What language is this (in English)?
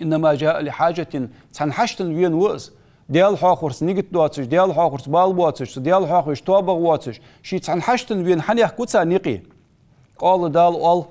Ingush